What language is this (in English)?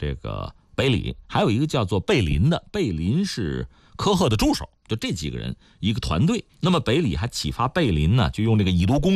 Chinese